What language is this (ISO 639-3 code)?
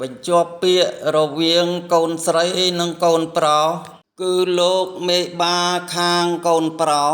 khm